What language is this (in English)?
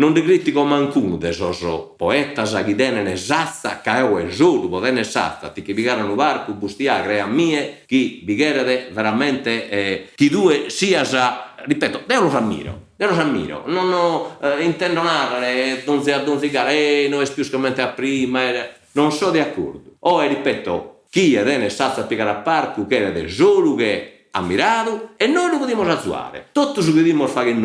Sardinian